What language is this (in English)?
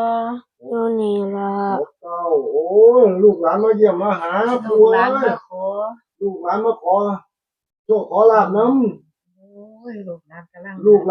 Northeastern Thai